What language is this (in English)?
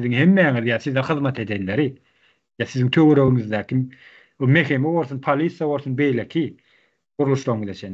Turkmen